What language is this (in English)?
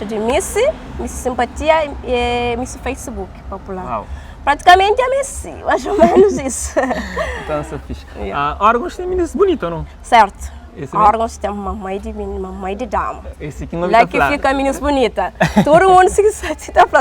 Kabuverdianu